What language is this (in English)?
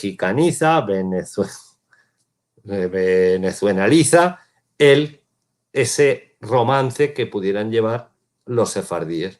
Ladino